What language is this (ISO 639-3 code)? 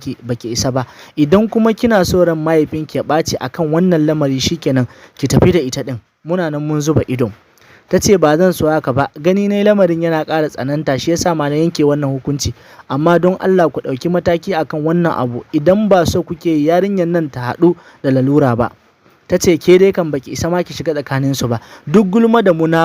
hau